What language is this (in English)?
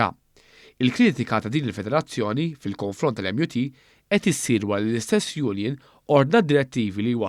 Maltese